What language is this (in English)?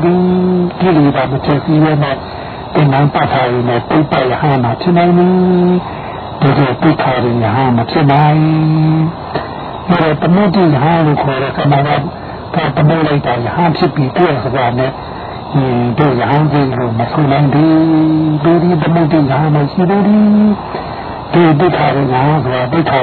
Burmese